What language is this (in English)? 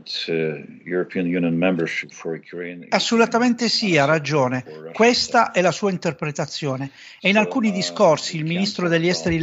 Italian